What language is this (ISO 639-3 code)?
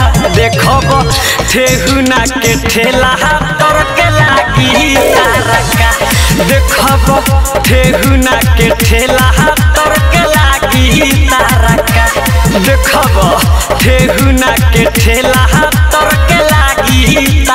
bho